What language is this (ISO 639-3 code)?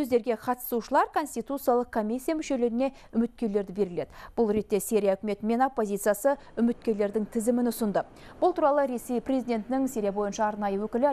kaz